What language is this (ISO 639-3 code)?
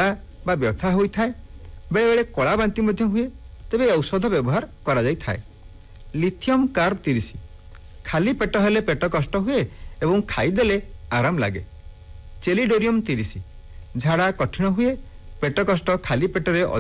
ori